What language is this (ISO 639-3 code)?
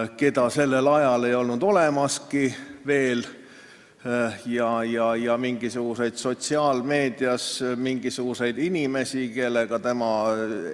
est